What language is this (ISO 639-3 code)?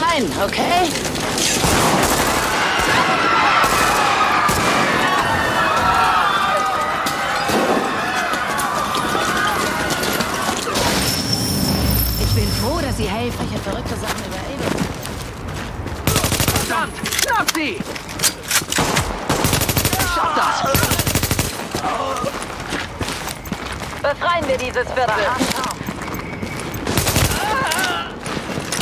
deu